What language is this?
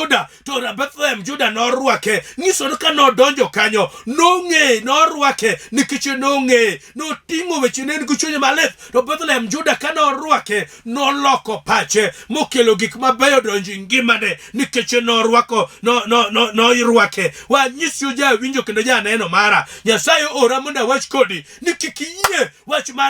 Luo (Kenya and Tanzania)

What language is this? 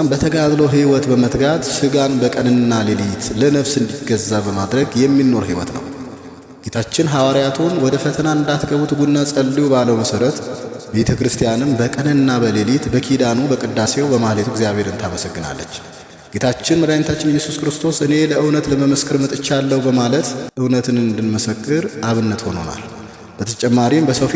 Amharic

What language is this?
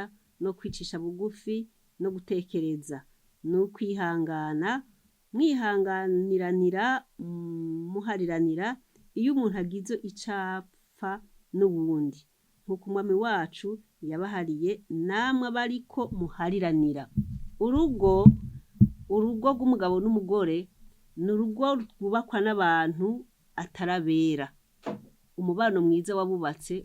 Rundi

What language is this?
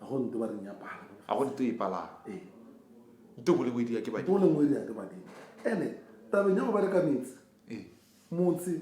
Northern Sotho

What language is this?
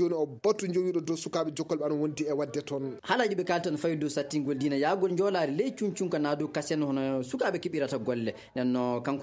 Fula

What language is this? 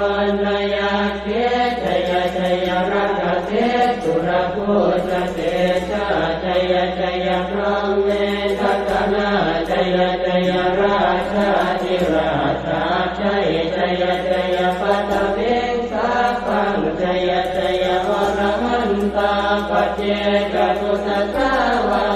Pali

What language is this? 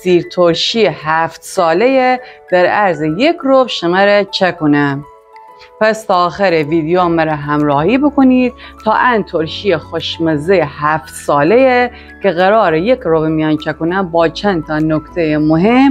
Gilaki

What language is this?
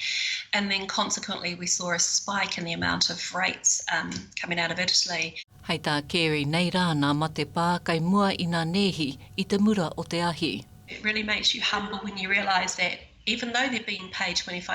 Māori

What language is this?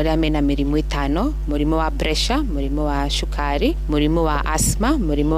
Kikuyu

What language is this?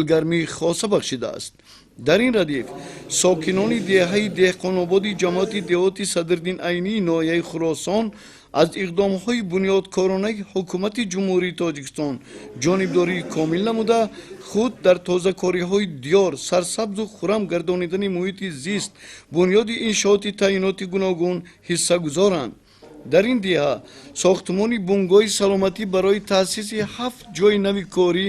Tajik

